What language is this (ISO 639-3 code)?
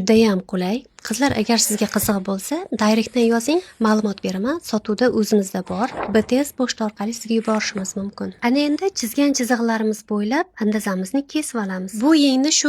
uzb